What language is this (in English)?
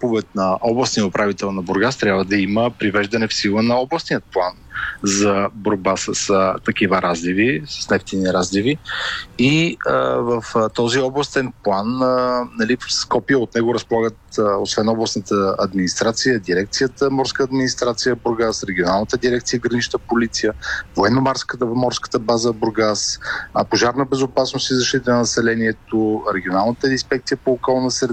Bulgarian